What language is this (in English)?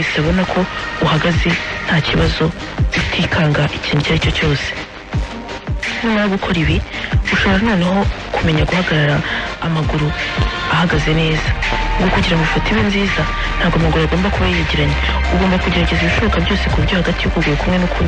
Kinyarwanda